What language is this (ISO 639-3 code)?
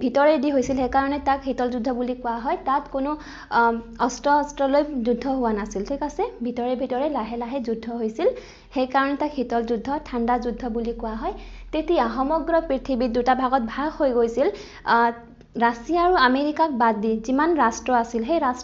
asm